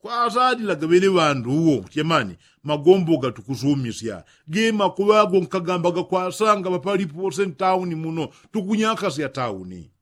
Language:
Yao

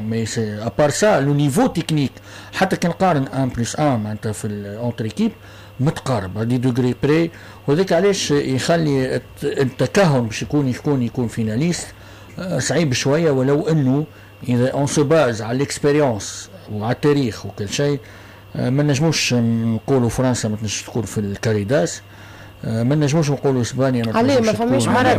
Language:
Tunisian Arabic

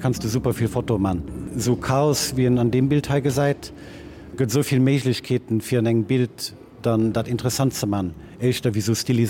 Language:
Luxembourgish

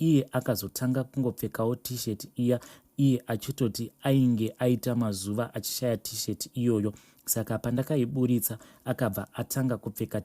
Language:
Shona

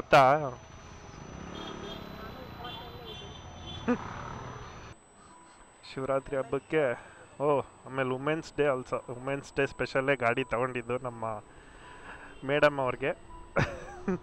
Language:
Kannada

